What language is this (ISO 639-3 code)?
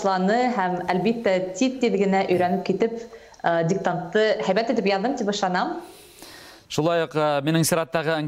bak